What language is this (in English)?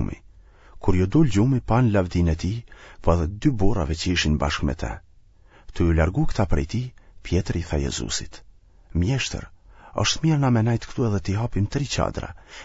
Albanian